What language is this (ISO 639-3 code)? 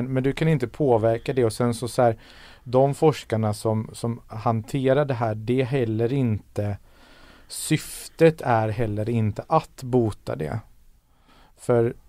swe